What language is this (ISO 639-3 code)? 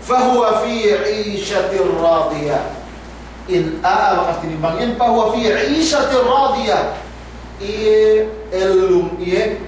yka